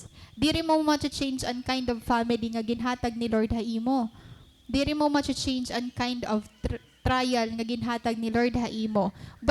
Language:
Waray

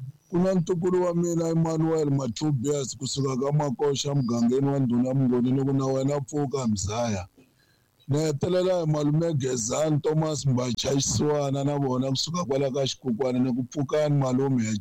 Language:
Tsonga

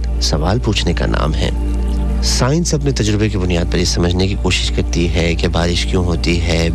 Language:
Urdu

